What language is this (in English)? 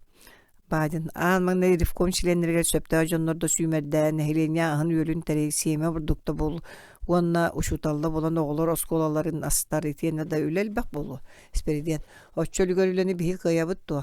Yakut